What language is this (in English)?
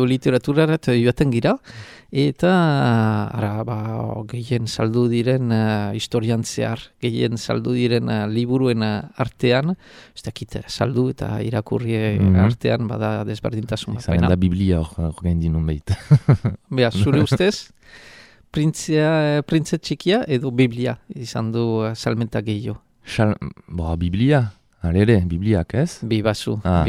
Basque